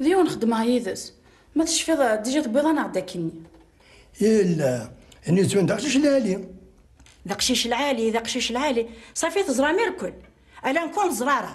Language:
Kabyle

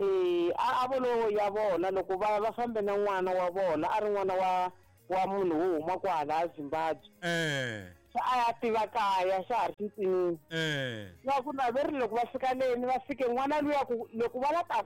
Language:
Tsonga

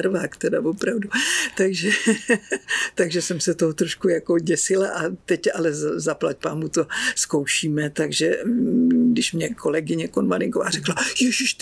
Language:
Czech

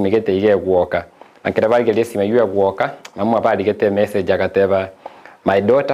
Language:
Gusii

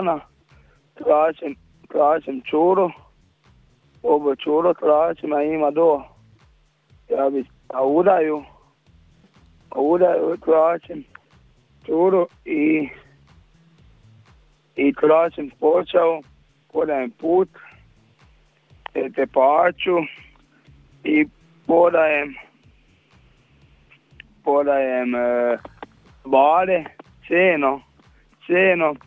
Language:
Croatian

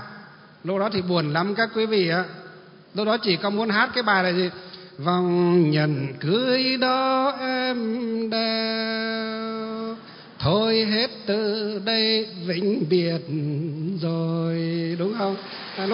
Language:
Vietnamese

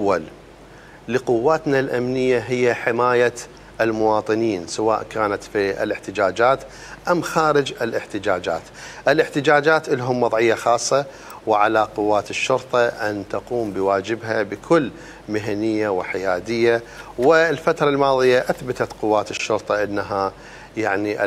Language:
Mesopotamian Arabic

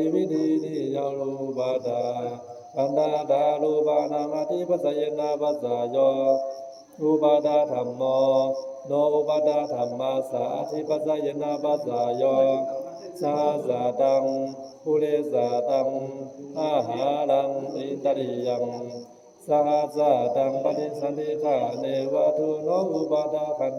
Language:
Pali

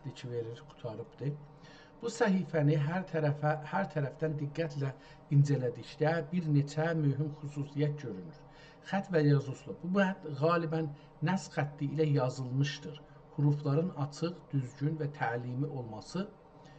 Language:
South Azerbaijani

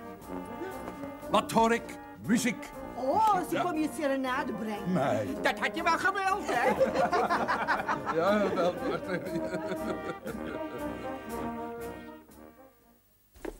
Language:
Dutch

